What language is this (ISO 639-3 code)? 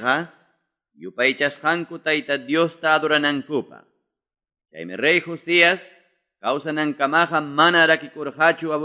que